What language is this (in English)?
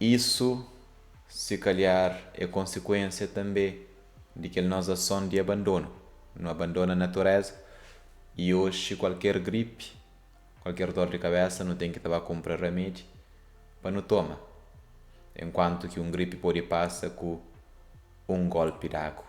Kabuverdianu